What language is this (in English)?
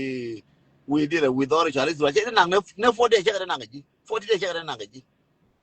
Nuer